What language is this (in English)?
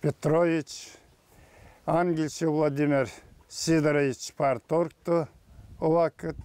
Gagauz